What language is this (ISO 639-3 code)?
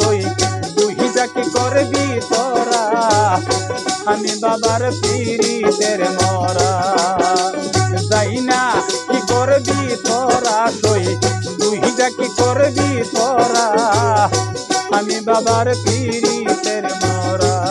ben